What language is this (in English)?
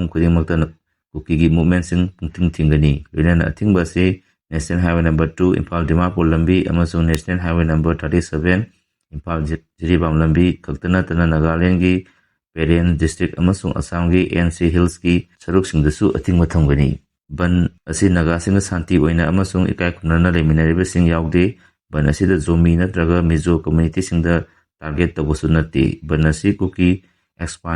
Manipuri